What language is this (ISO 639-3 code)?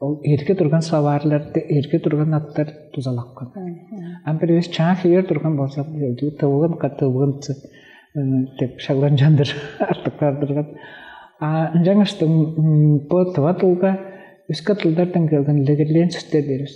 tyv